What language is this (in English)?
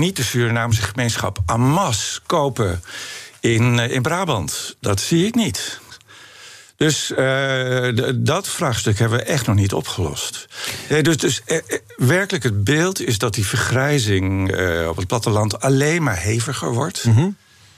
Dutch